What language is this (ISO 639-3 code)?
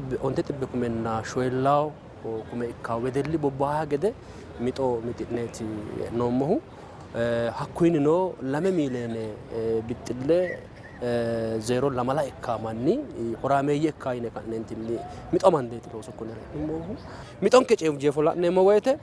sid